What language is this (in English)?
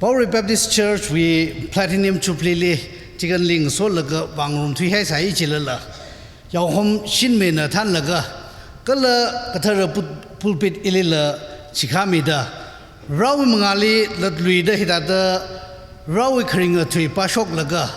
Tangkhul Naga (India)